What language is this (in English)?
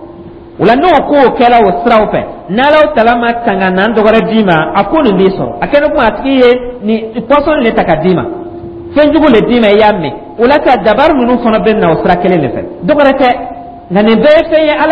Dyula